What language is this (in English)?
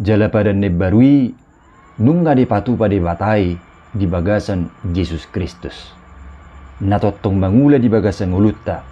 Batak Toba